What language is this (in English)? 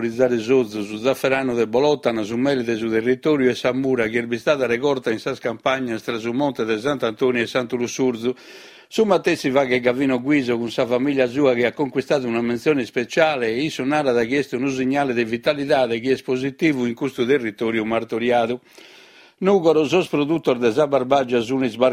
Sardinian